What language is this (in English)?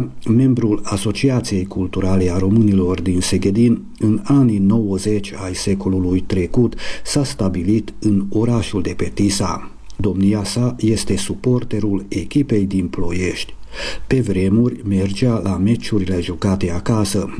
Romanian